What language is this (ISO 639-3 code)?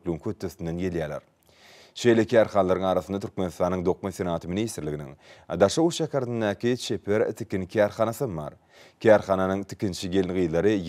tuk